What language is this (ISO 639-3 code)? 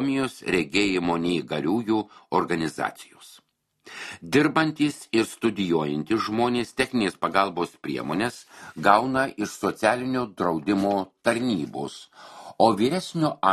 lit